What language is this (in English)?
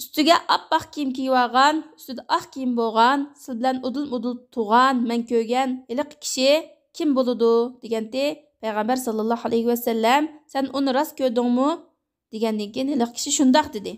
Uyghur